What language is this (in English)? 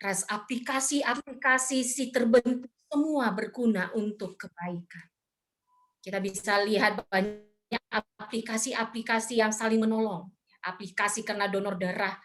Batak Karo